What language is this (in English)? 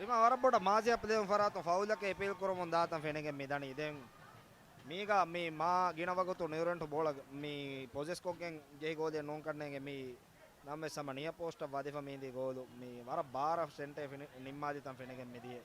Divehi